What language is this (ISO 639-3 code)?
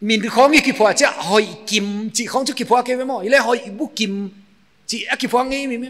pck